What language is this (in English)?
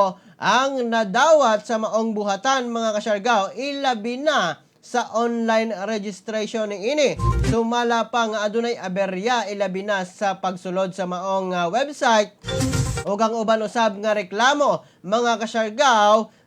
Cebuano